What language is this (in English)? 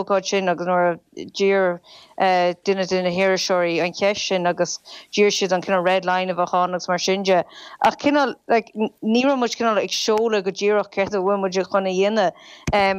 Irish